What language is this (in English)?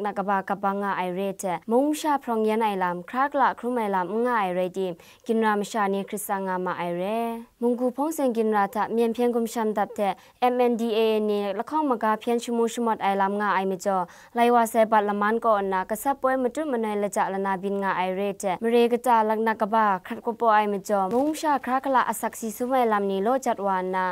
Kachin